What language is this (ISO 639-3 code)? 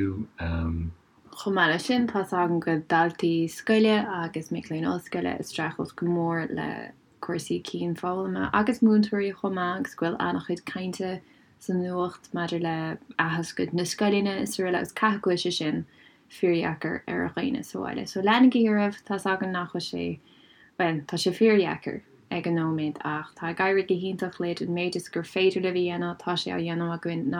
gle